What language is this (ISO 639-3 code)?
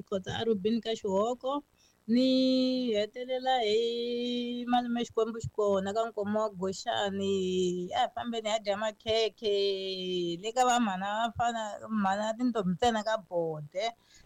tso